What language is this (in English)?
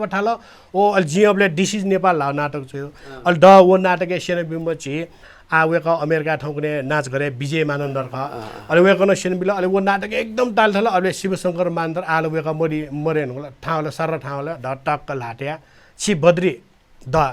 Newari